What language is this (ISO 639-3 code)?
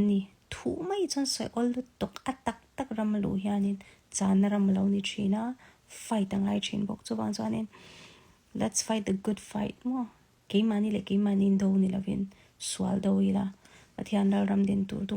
lus